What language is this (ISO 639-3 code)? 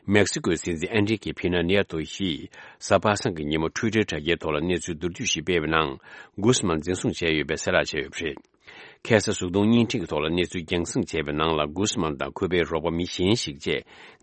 bod